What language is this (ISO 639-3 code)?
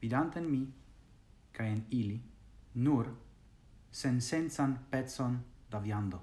epo